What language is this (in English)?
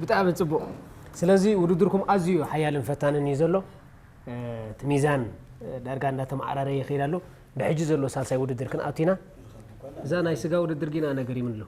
Tigrinya